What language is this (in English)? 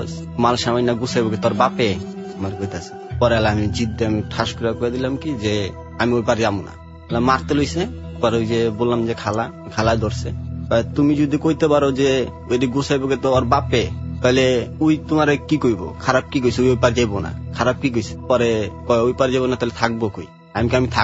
Bangla